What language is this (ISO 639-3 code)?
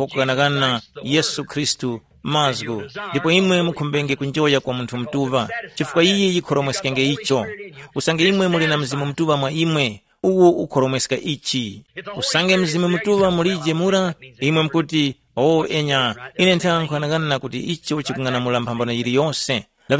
tum